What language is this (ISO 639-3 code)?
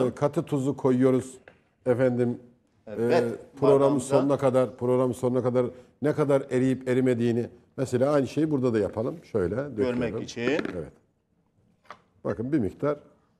tur